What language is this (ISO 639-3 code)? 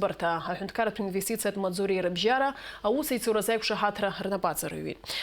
abk